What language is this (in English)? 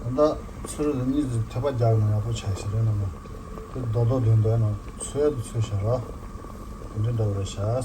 Tibetan